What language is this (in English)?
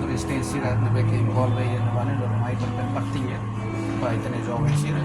Tetum